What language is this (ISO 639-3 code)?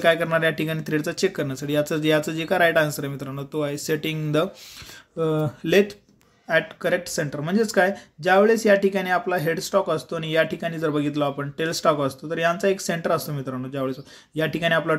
mar